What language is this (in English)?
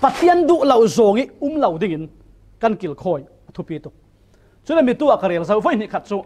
Falam Chin